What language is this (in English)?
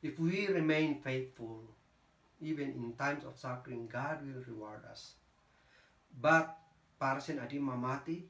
Kankanaey